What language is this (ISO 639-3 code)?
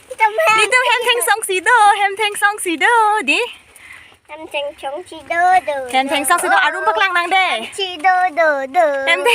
mjw